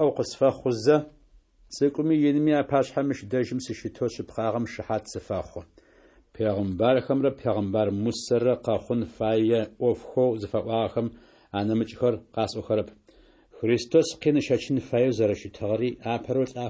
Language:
Adyghe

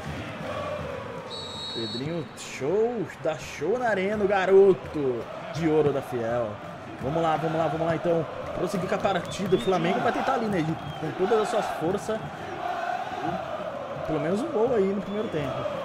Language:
Portuguese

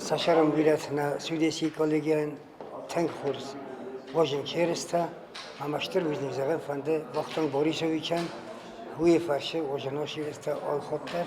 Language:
Ossetic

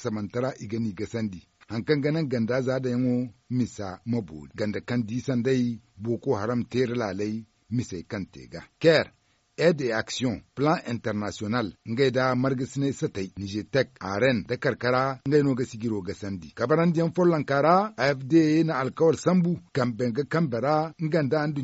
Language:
Zarma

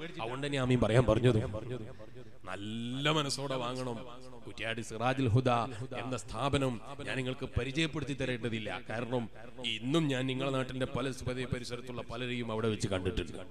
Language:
Malayalam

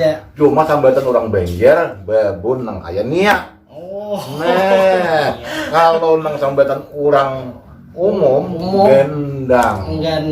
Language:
Banjar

